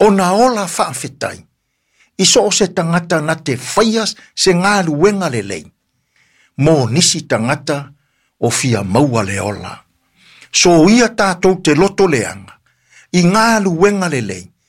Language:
Samoan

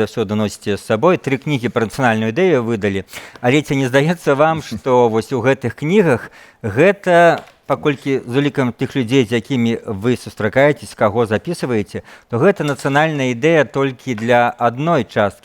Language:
Belarusian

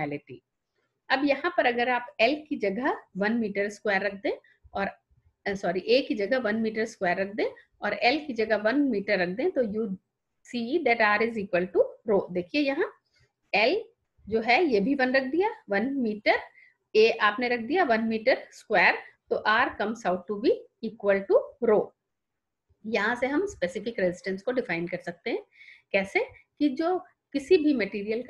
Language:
Hindi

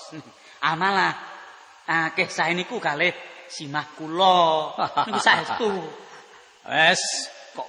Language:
Javanese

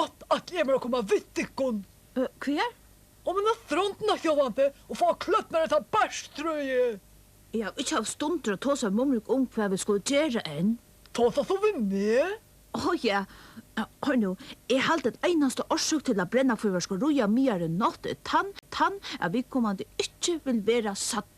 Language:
Faroese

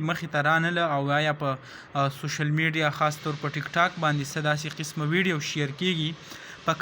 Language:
Pashto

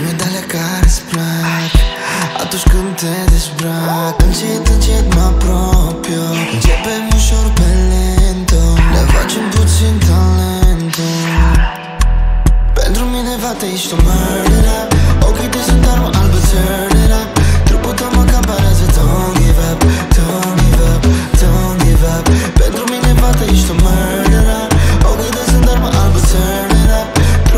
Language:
Romanian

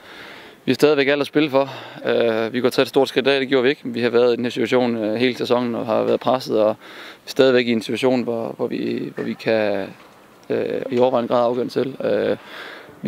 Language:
Danish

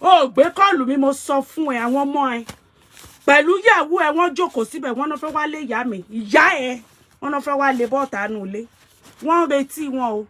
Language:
Yoruba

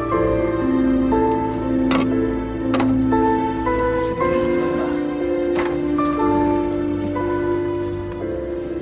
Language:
Swedish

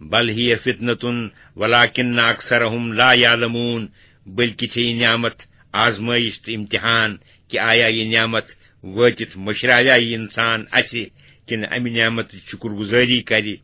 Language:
Kashmiri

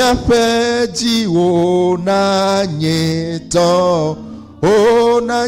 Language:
Ewe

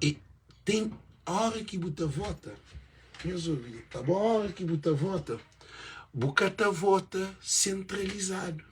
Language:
Kabuverdianu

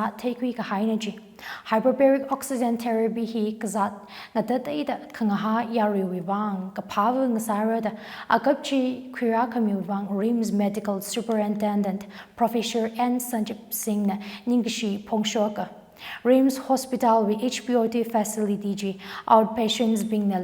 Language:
Tangkhul Naga (India)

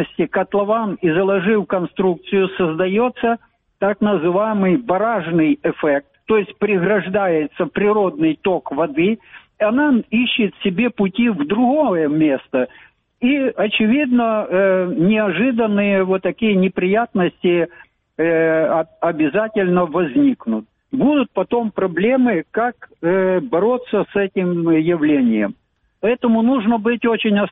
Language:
Russian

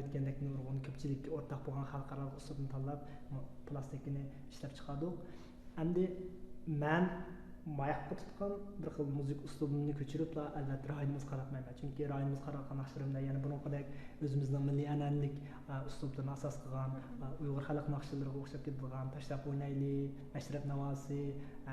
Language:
Uyghur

